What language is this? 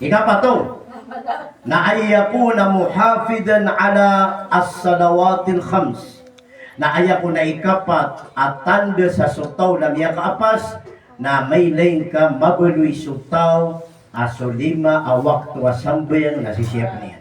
Maranao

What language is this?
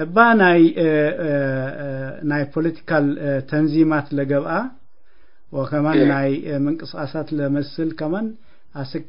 Tigre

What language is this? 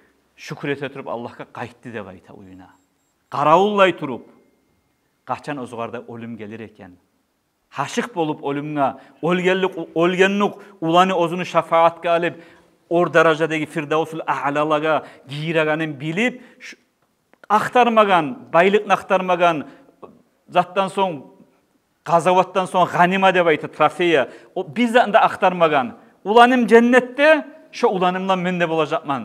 Kumyk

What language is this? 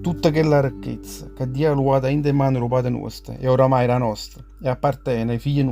Neapolitan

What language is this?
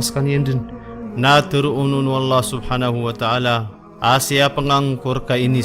Maranao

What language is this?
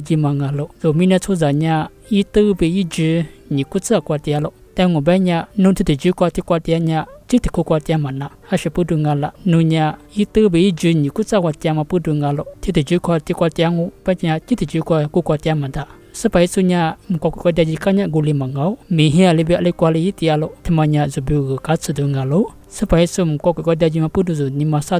Lisu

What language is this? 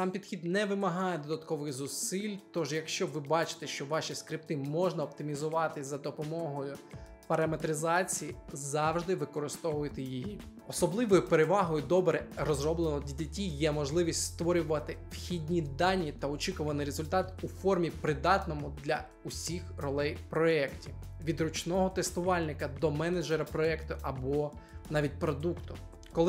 Ukrainian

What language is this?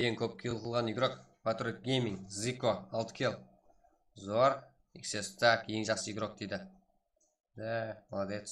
Kara-Kalpak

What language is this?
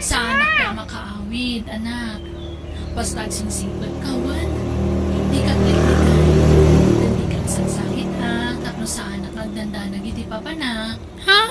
Iloko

